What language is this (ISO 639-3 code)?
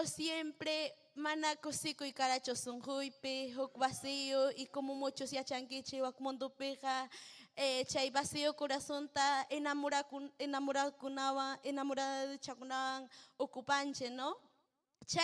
quy